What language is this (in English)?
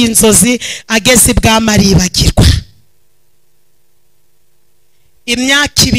Kinyarwanda